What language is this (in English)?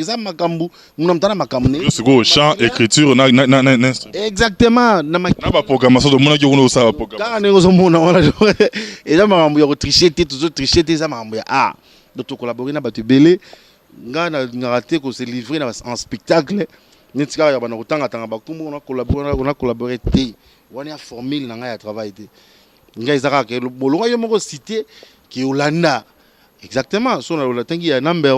Lingala